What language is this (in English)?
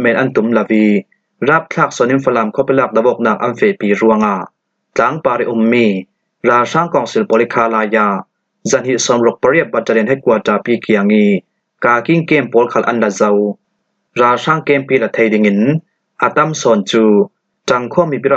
Falam Chin